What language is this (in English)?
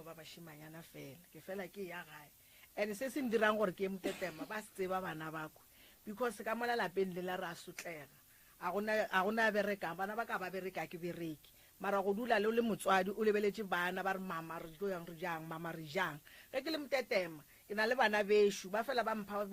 Northern Sotho